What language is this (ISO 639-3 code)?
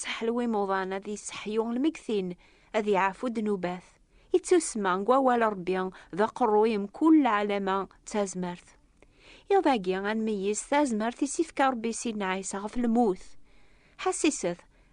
kab